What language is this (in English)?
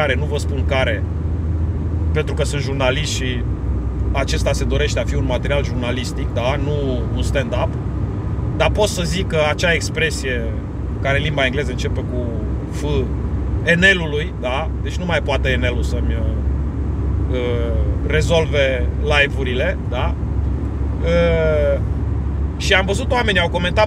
Romanian